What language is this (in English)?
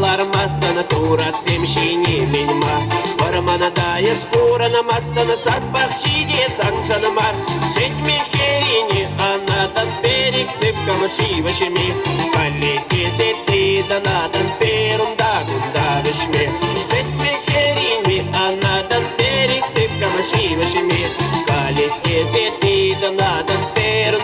Chuvash